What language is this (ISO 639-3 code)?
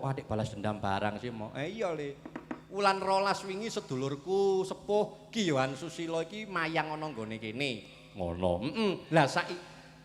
jav